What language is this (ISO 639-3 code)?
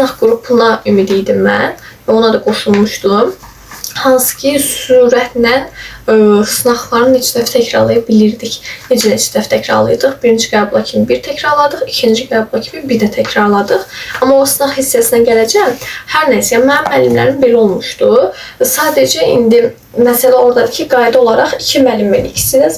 aze